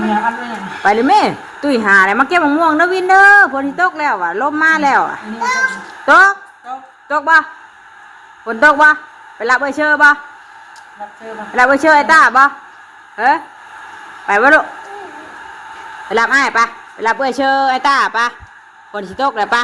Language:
Northeastern Thai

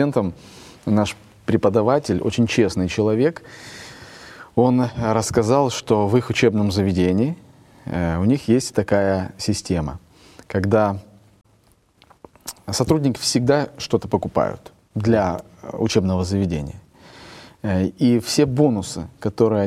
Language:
Russian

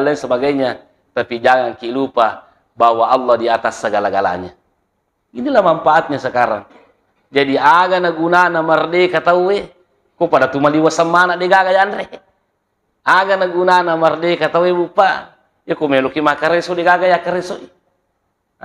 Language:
Buginese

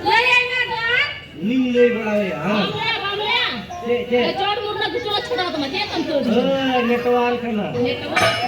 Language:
Santali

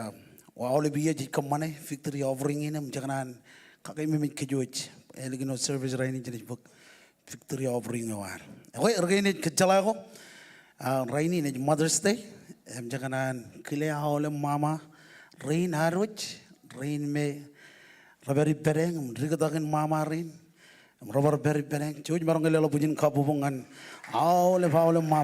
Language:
Marshallese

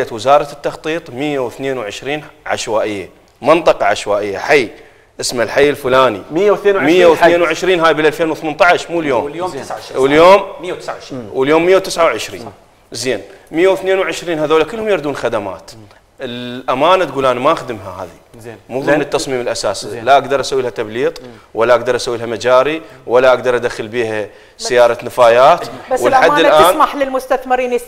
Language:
Mesopotamian Arabic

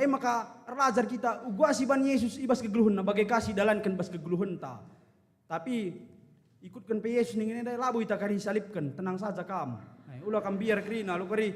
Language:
Batak Karo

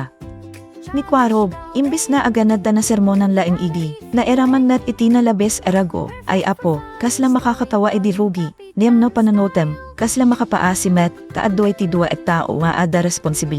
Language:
Iloko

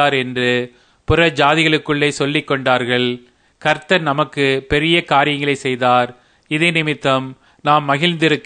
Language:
Tamil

